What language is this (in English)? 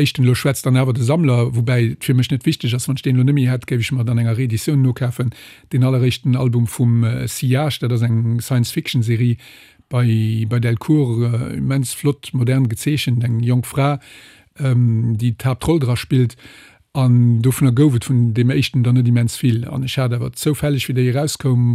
Luxembourgish